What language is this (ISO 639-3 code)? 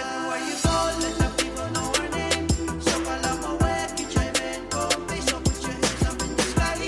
pon